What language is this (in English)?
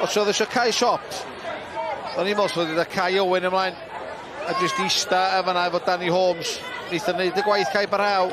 Welsh